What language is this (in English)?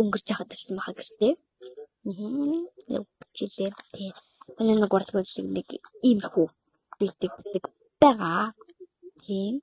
Mongolian